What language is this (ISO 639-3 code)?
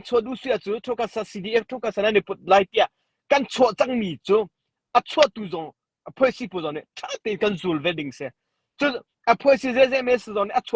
cnh